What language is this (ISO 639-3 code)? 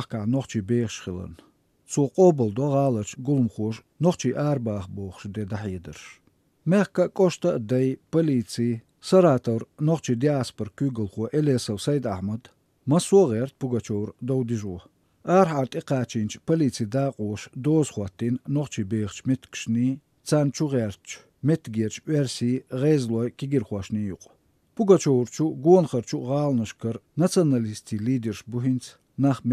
che